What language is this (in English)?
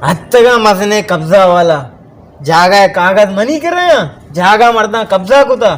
Baluchi